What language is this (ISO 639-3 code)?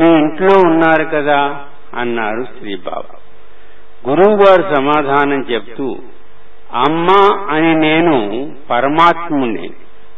tel